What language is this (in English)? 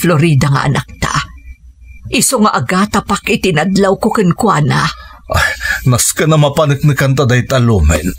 Iloko